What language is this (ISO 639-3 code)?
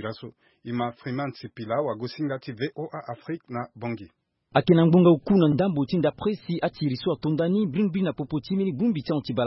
sag